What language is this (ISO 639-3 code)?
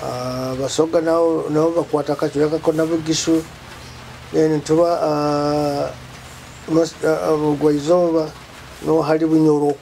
nyo